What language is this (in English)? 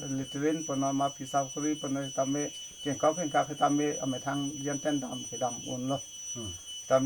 Karbi